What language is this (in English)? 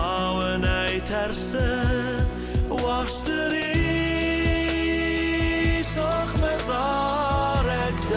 Ossetic